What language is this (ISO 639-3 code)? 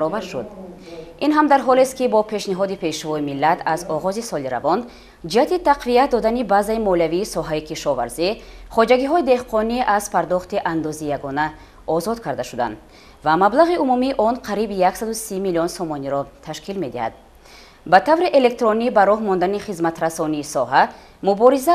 tgk